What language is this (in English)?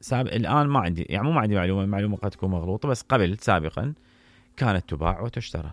Mesopotamian Arabic